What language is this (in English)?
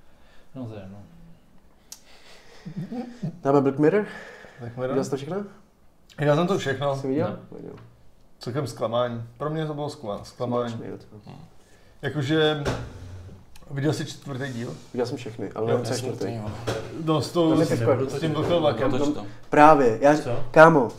Czech